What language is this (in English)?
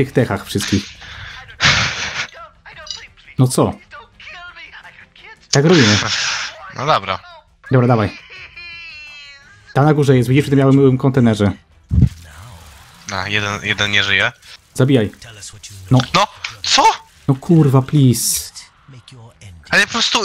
Polish